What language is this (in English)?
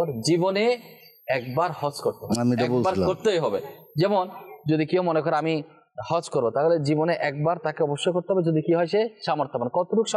Bangla